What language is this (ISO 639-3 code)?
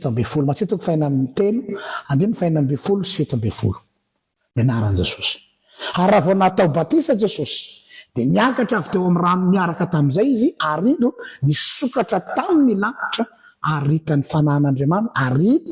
mlg